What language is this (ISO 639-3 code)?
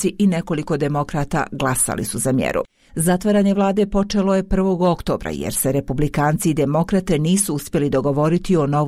bos